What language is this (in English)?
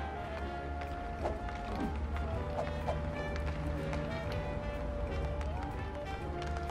Italian